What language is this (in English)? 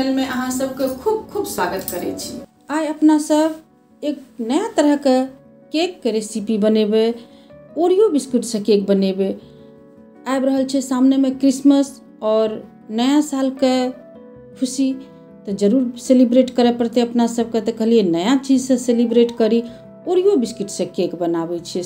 Maithili